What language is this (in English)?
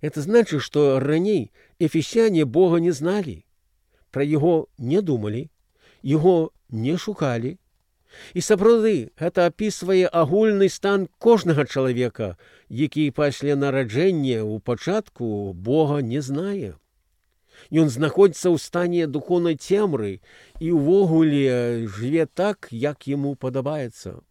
Belarusian